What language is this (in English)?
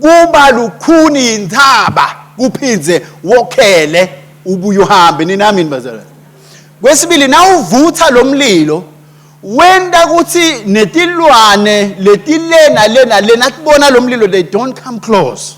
Swati